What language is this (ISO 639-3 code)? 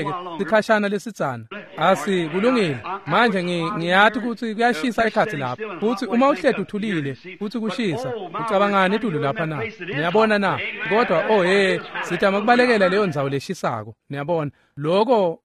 ssw